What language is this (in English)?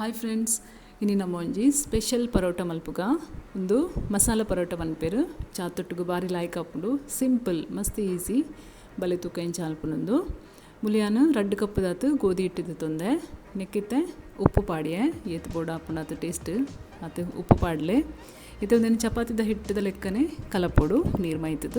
Tulu